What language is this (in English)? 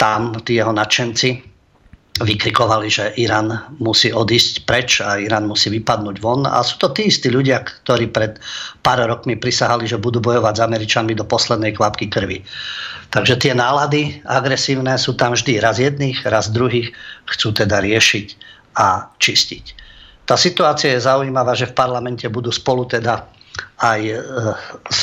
Slovak